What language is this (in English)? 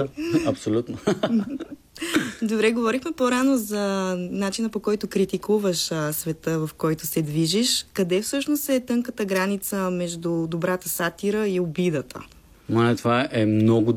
Bulgarian